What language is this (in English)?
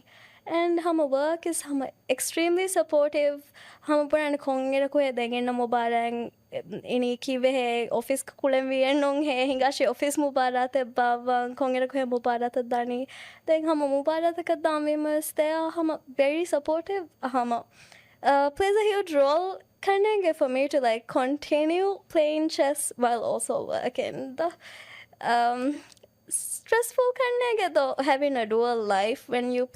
Divehi